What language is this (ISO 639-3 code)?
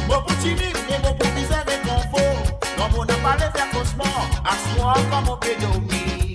mfe